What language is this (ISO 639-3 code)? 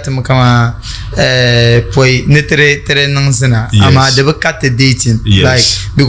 dag